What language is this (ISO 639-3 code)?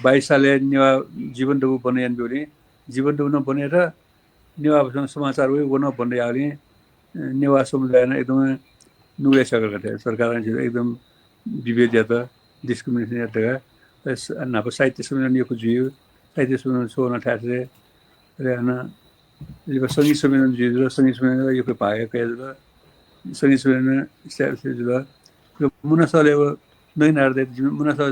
new